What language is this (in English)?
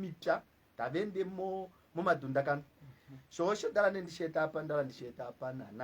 Kuanyama